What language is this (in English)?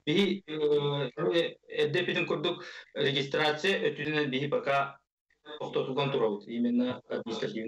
Yakut